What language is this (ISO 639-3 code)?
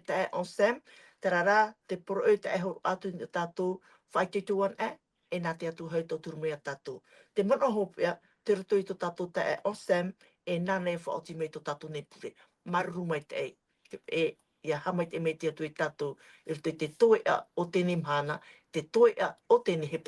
tah